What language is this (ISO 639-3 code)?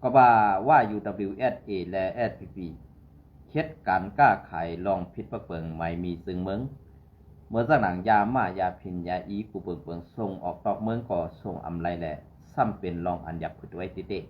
shn